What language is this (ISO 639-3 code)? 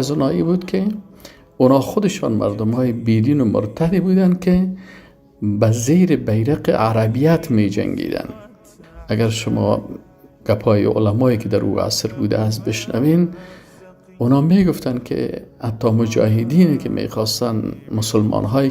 fas